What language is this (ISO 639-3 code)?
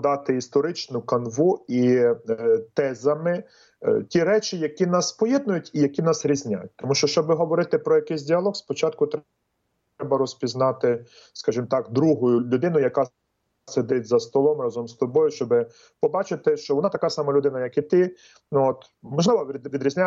ukr